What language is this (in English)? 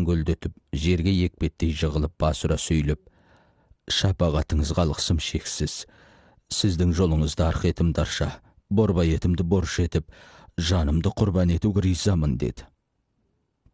Kazakh